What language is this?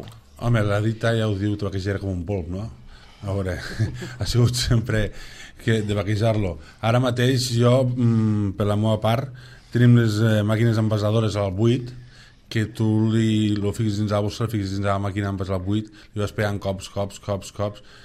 Catalan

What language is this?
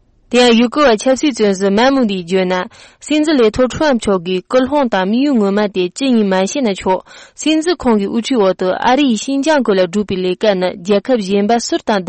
Tibetan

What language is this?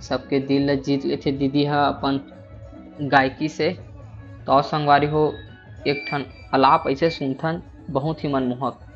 Chhattisgarhi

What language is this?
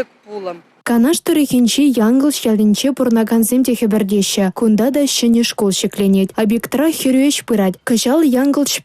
Chuvash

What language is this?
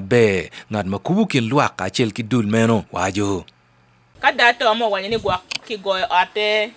Acoli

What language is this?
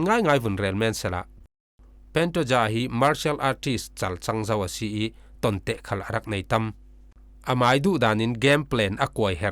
Falam Chin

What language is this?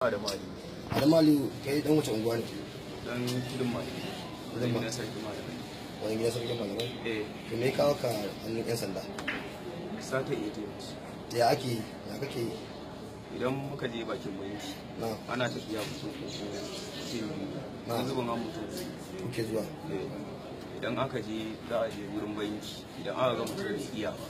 Hausa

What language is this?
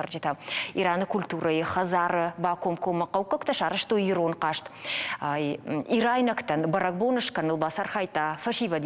Ossetic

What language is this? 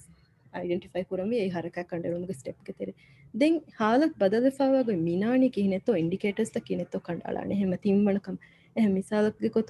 Divehi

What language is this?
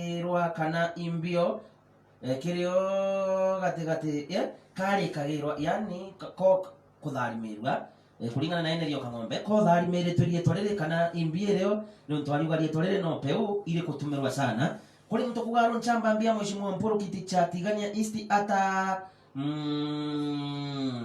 Meru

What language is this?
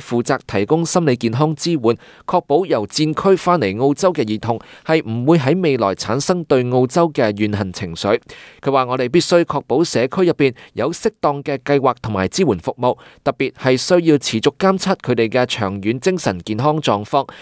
Cantonese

